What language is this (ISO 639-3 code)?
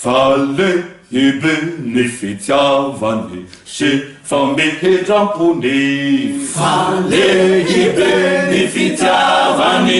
mlg